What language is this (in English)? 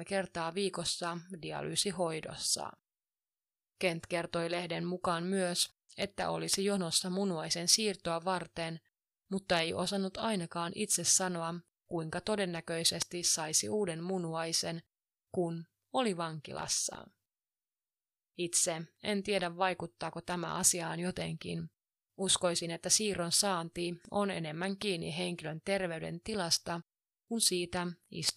Finnish